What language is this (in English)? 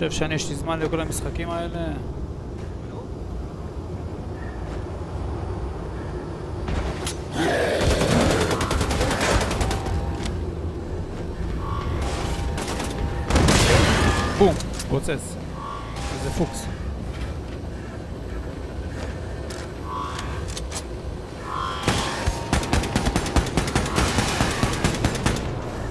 Hebrew